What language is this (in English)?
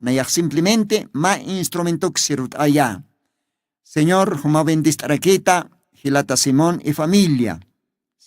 Aymara